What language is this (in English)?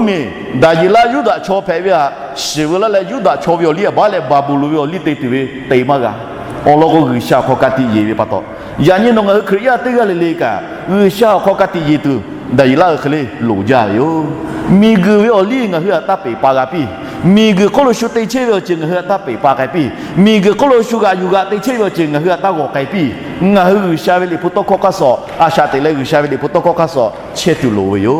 Lahu